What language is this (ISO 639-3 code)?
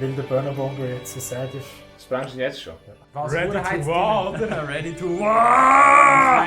gsw